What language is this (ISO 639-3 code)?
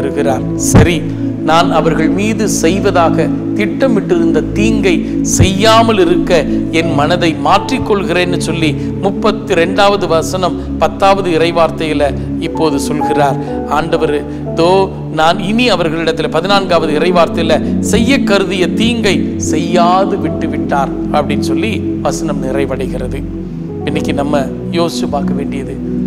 tam